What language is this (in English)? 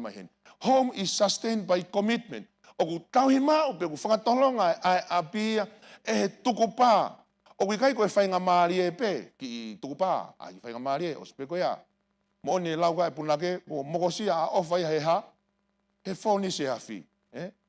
Tongan